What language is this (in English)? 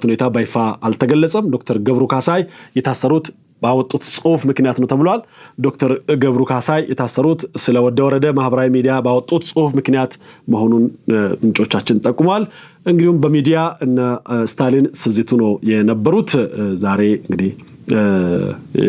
Amharic